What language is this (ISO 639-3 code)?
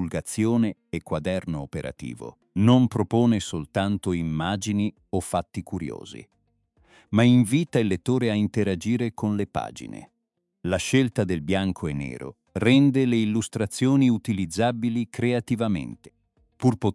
ita